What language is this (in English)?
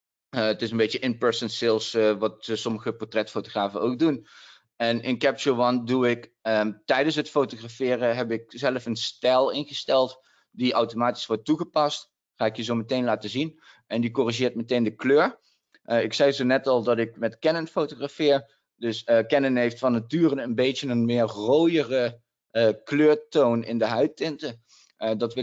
Dutch